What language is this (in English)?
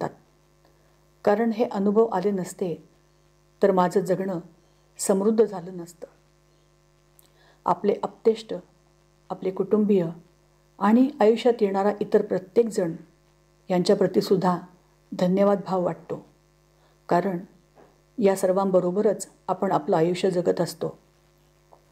Marathi